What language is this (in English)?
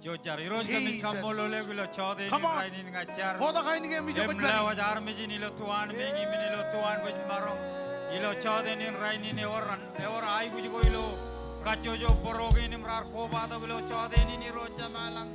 Marshallese